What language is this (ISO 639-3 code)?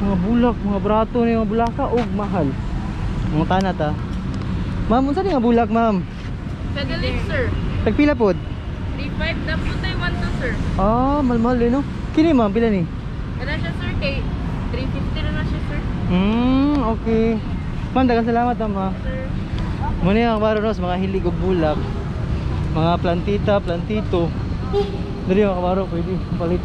ceb